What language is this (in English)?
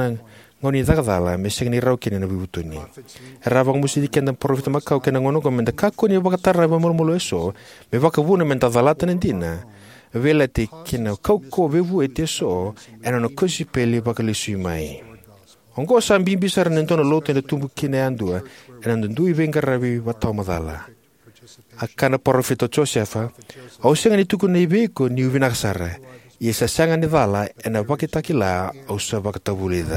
Fijian